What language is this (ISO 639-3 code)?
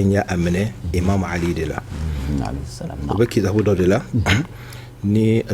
bam